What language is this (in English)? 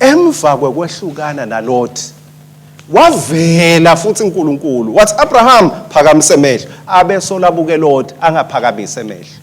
Swati